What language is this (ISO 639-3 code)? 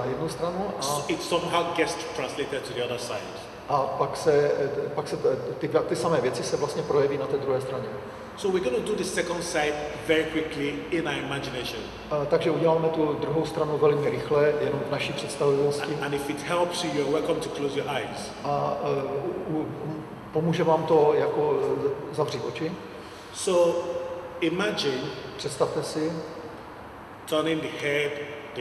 ces